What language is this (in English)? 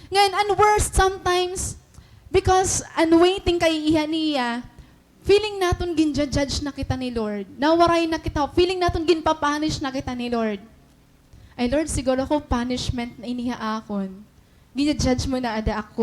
Waray